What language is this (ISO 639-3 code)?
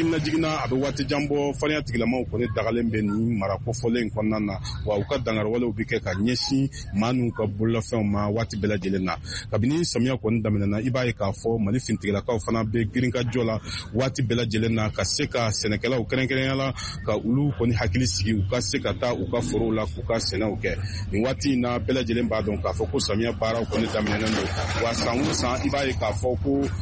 bam